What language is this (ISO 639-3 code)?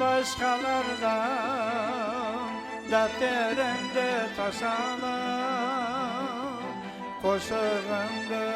kaa